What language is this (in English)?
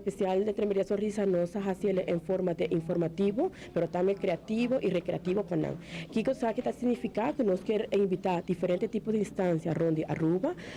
Papiamento